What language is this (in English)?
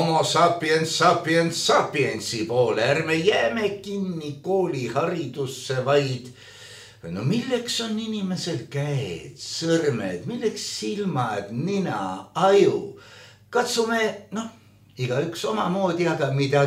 Estonian